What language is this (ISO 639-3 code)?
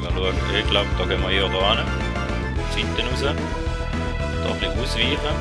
gsw